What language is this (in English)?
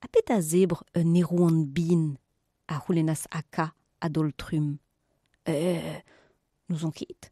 Breton